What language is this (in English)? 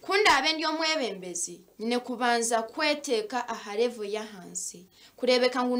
Nyankole